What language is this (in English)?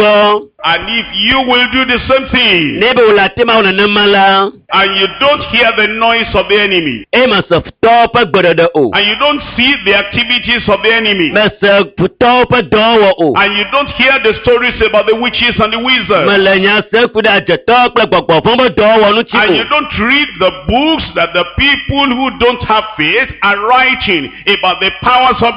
Ewe